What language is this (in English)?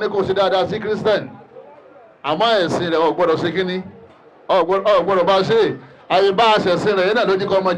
Yoruba